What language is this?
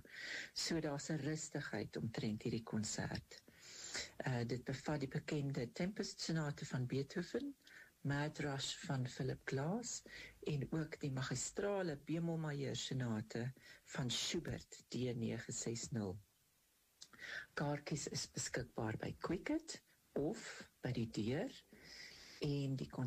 Afrikaans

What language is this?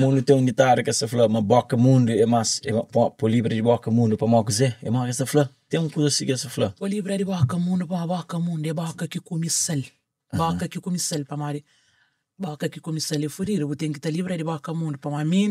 Kabuverdianu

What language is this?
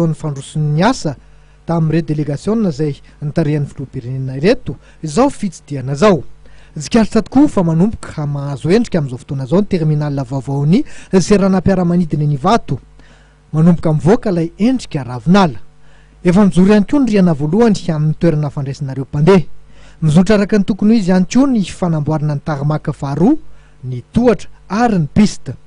Malagasy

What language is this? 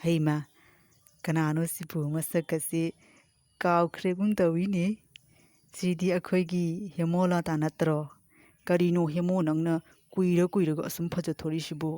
Manipuri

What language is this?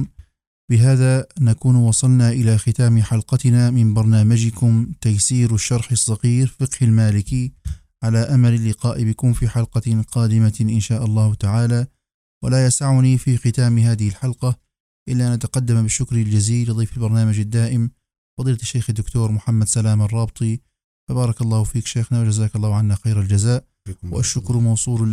Arabic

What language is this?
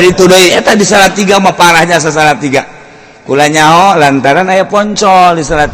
Sundanese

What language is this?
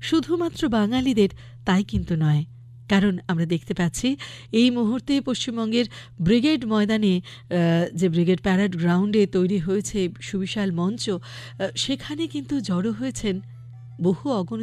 Bangla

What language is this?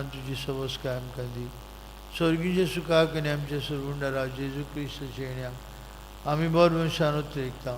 Konkani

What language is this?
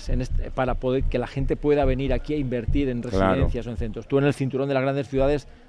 Spanish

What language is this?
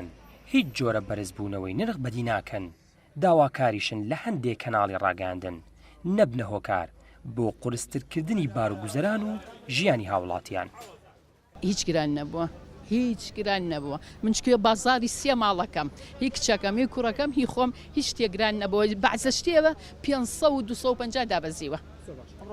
Central Kurdish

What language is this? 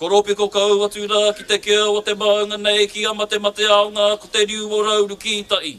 Māori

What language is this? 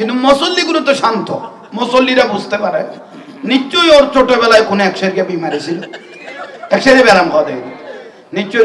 Bangla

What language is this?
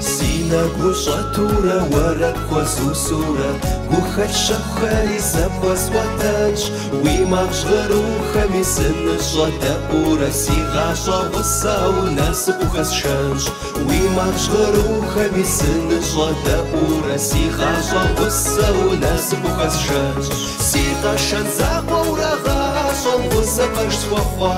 Kabardian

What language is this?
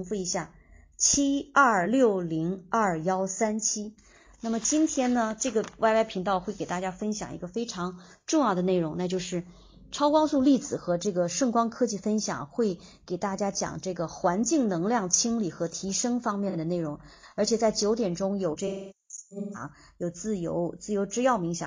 Chinese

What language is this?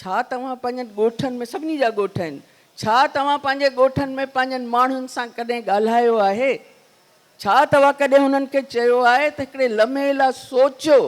Sindhi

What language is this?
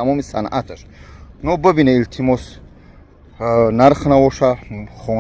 Tajik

